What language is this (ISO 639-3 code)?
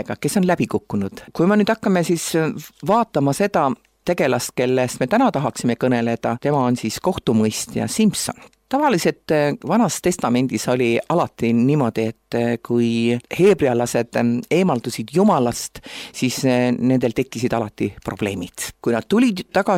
est